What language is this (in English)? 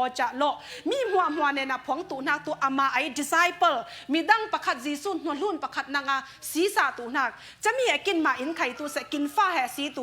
Falam Chin